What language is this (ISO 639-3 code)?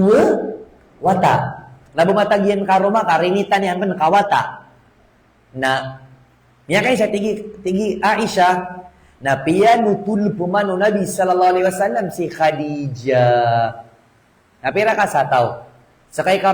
mrw